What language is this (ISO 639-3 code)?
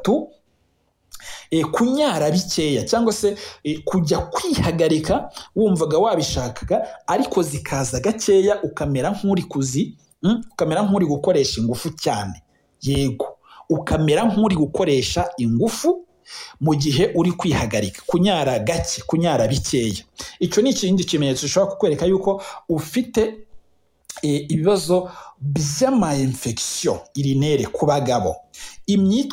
kin